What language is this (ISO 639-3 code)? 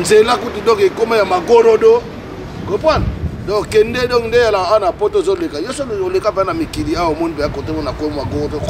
lin